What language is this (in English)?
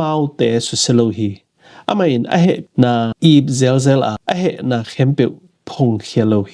Tedim Chin